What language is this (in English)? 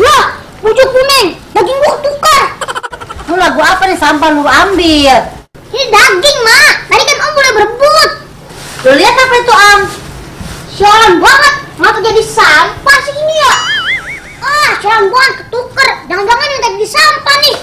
Betawi